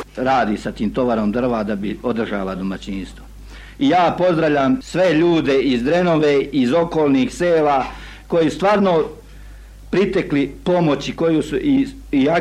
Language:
Serbian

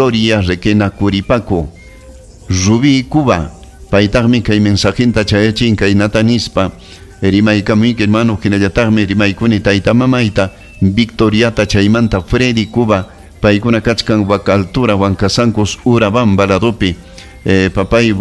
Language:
Ayacucho Quechua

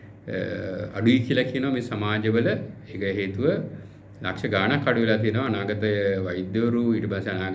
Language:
Sinhala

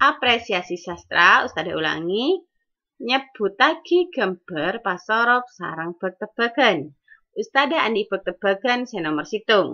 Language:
Madurese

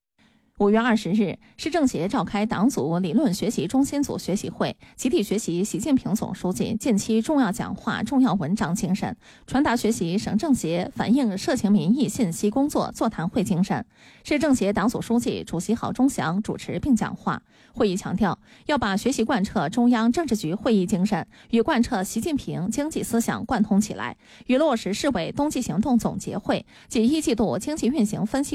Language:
Chinese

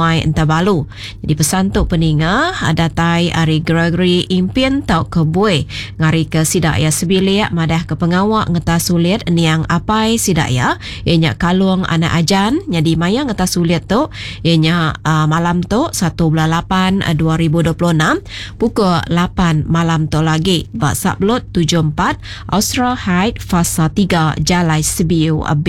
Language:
Iban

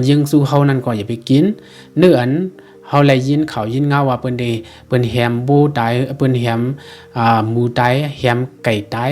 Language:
Shan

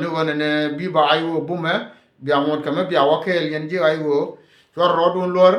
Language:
Nuer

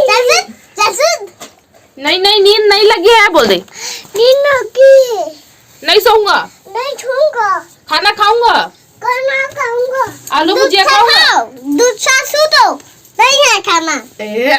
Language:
Chhattisgarhi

